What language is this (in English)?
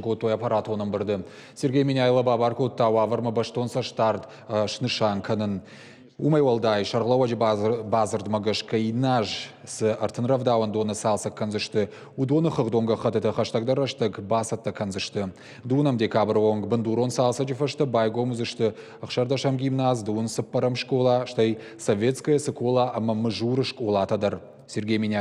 Ossetic